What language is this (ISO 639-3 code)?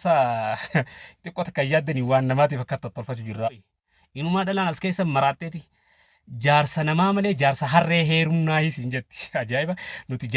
orm